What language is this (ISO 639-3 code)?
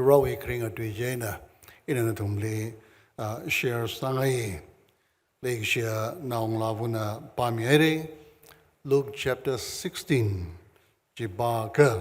nmf